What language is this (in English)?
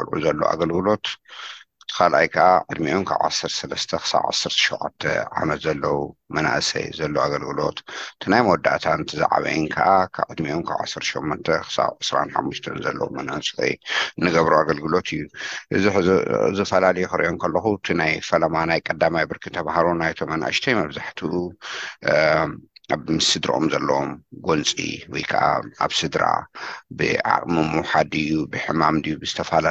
Tigrinya